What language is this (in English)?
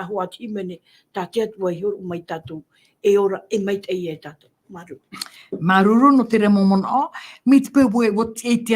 Tahitian